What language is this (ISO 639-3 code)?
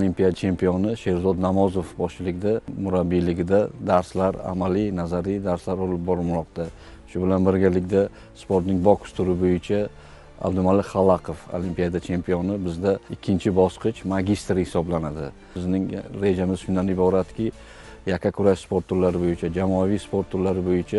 uzb